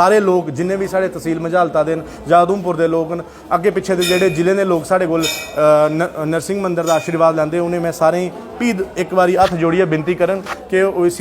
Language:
Dogri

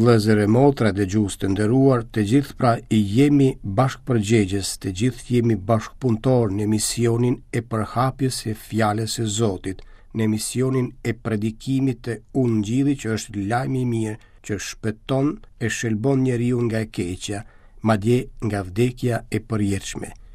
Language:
Albanian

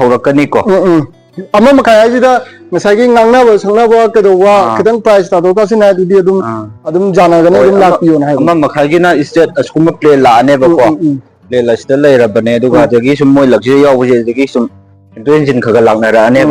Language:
Manipuri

